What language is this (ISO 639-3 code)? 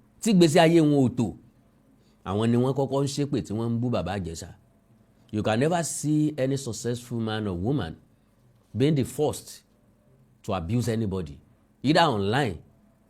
yor